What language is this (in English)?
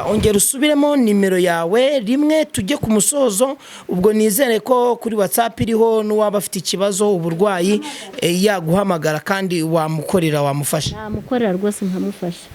Kinyarwanda